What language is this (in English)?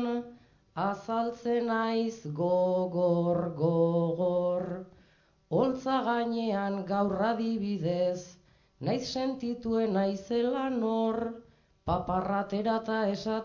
Basque